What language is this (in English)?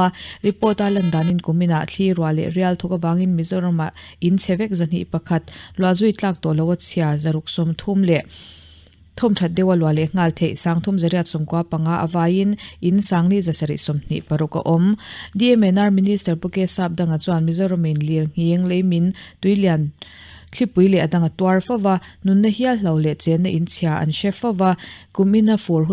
Mizo